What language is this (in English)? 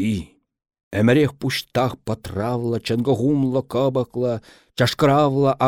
Chuvash